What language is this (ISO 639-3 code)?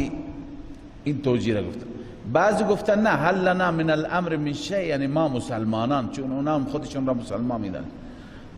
fas